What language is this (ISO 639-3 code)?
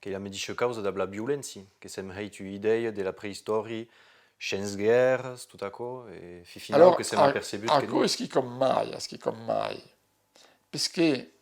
oci